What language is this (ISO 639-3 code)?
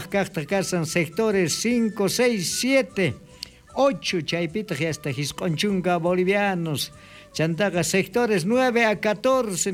quh